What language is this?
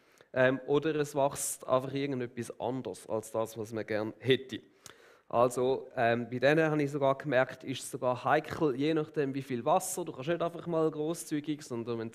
Swiss German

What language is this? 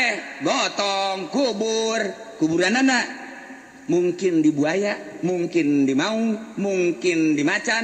Sundanese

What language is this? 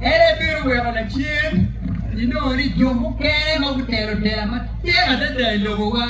Acoli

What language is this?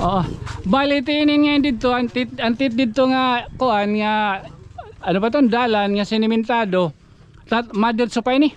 Waray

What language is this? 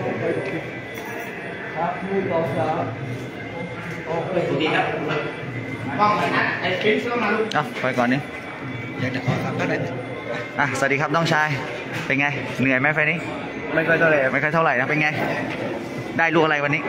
Thai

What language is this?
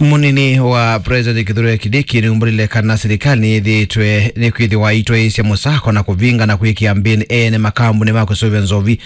Kamba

